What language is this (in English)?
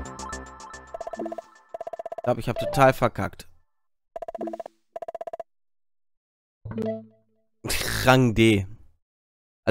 German